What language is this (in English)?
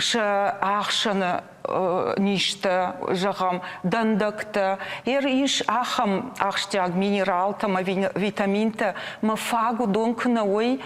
Ossetic